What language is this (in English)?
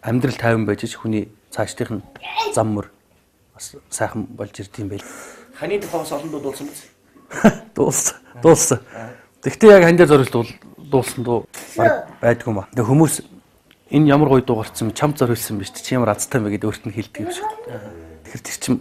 Mongolian